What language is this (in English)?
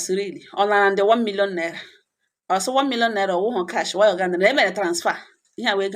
Igbo